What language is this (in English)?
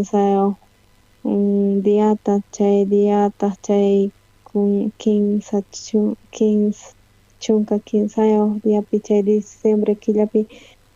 South Bolivian Quechua